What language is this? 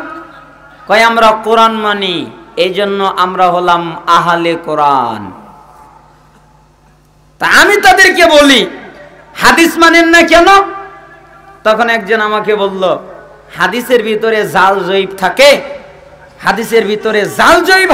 Bangla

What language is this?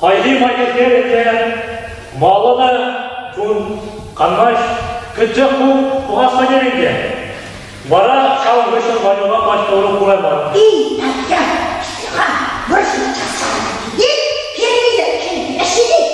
Chuvash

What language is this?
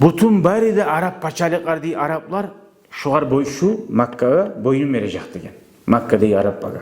Kumyk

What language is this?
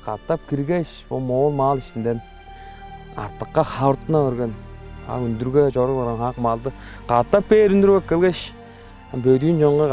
Tuvinian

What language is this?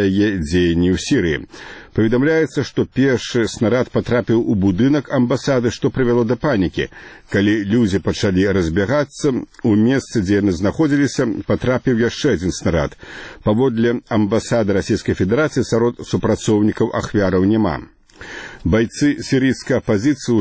Belarusian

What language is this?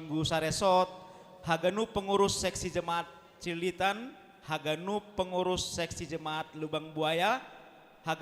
Batak Simalungun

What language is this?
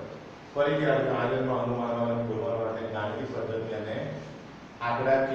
Gujarati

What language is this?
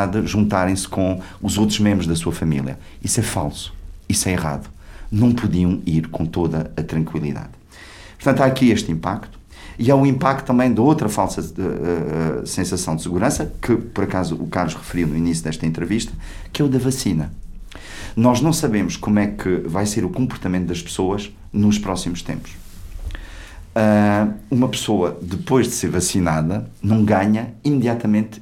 Portuguese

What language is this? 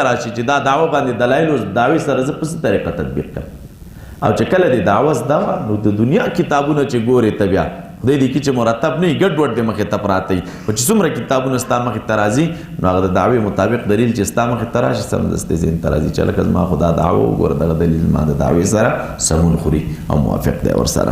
Pashto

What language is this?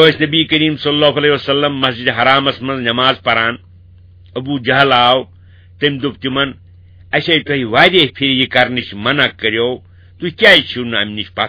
Kashmiri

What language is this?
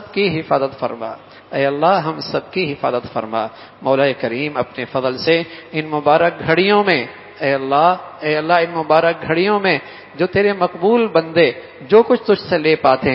Urdu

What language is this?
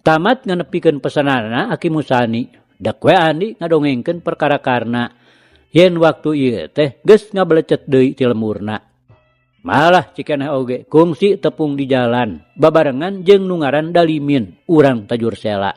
Sundanese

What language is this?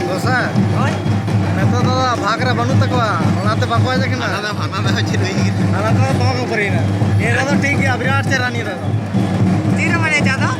Santali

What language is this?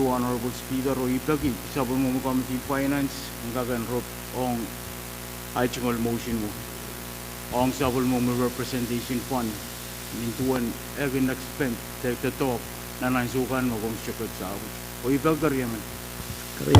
Pohnpeian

